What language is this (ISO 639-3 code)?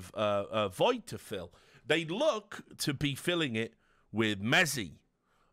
eng